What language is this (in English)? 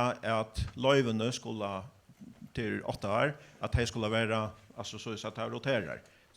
Faroese